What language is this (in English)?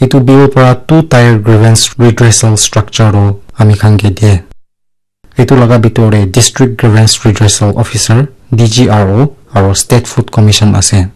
Naga Pidgin